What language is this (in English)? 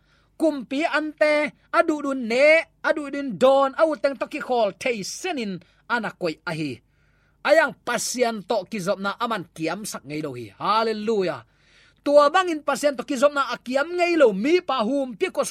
Tedim Chin